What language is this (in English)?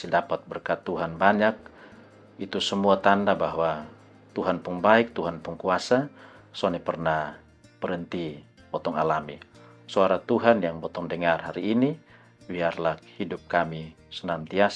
Kupang Malay